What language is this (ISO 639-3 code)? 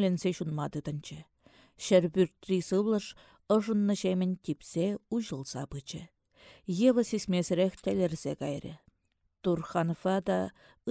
chv